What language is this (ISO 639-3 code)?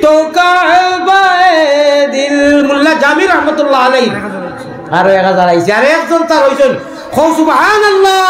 syl